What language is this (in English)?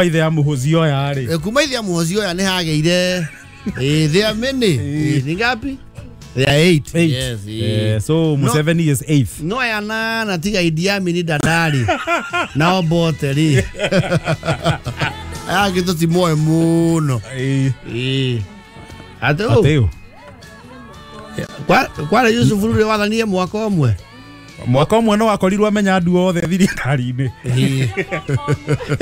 Kikuyu